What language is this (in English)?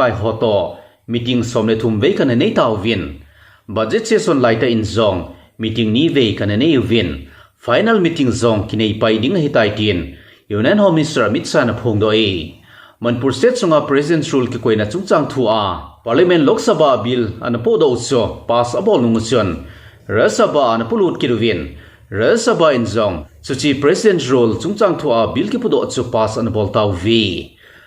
Thado Chin